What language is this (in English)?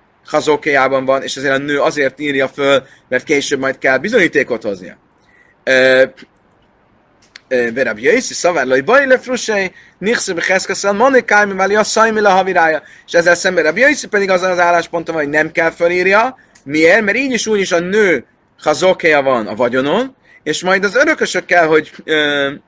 Hungarian